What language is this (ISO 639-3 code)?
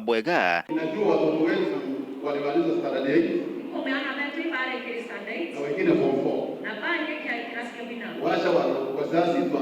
mer